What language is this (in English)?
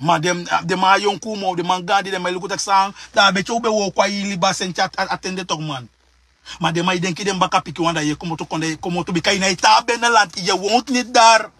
Sranan Tongo